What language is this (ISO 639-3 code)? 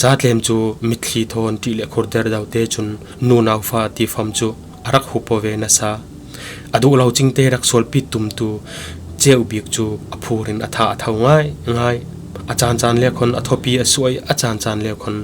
cfm